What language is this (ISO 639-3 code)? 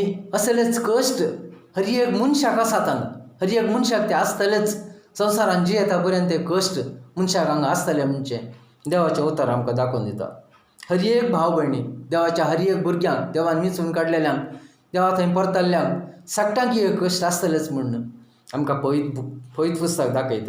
kok